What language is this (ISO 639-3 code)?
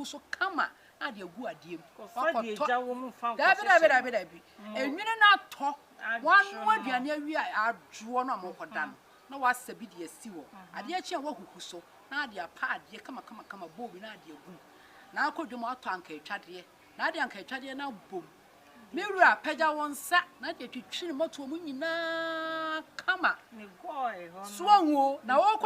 aka